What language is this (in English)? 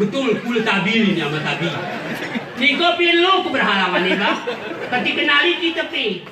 Gayo